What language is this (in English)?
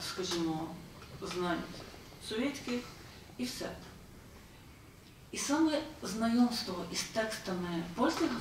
Ukrainian